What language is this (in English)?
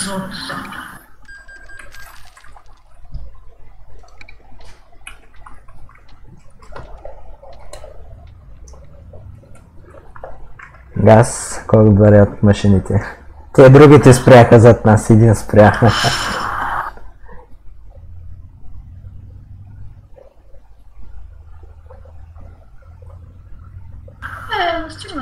Bulgarian